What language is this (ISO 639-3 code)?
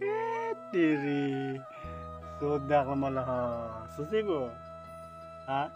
mjw